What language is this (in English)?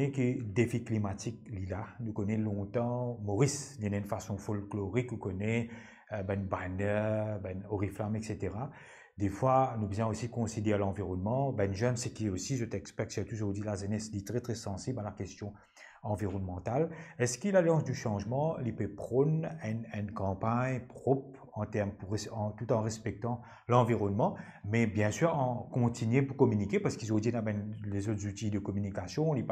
Morisyen